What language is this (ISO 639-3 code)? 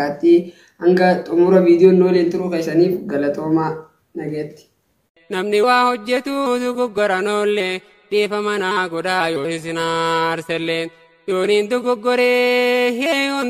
orm